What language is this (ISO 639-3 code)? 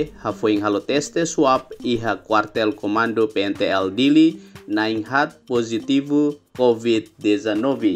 tet